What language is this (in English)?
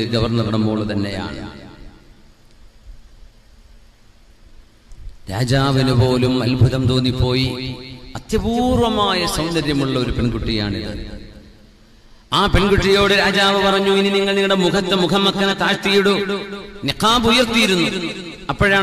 Malayalam